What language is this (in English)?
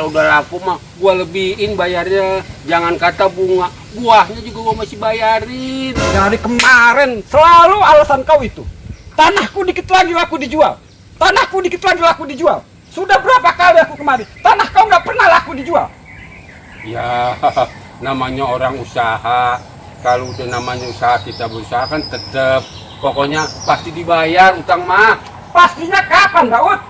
Betawi